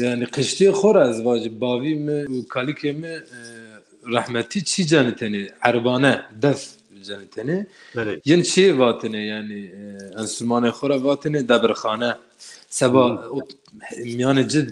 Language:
Zaza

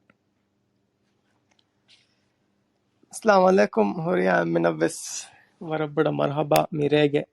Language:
Divehi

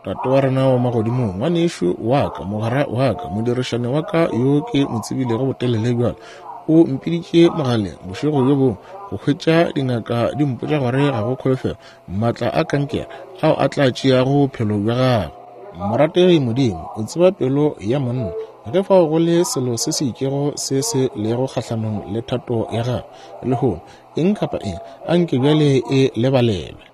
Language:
Northern Sotho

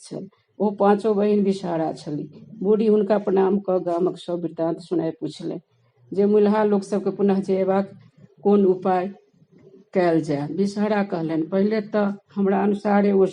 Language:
Maithili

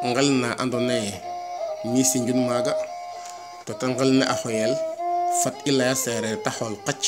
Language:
Serer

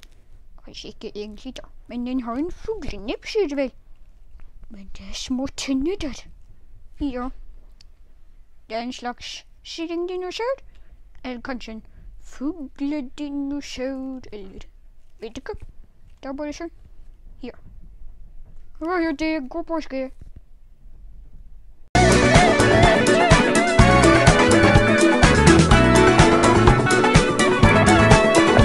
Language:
Norwegian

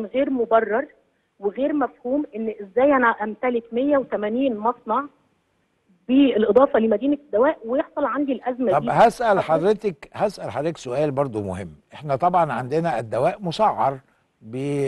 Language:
Egyptian Arabic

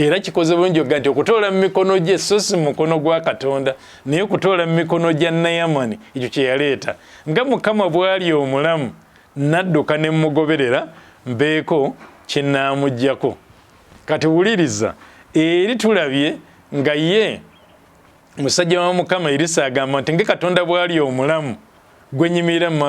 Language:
Ganda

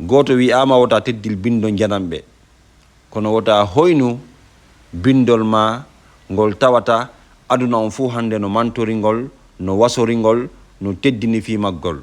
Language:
Fula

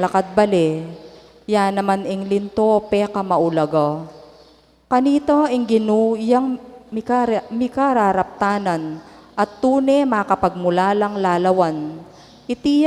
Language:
Pampanga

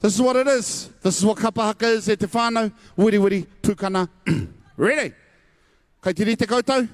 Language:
Māori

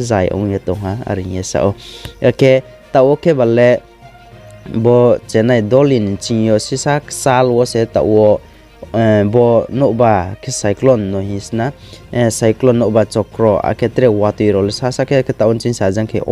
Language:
Riang (India)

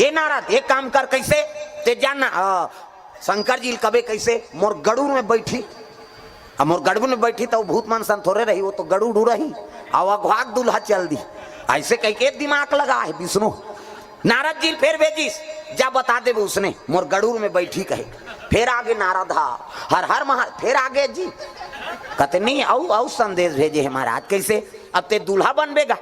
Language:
Chhattisgarhi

